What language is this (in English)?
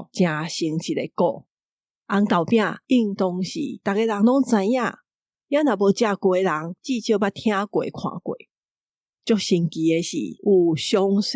Min Nan Chinese